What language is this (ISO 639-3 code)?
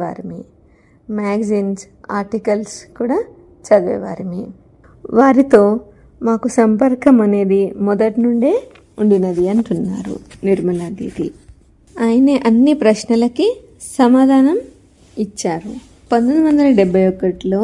tel